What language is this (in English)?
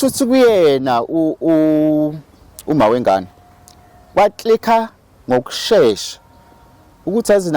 Zulu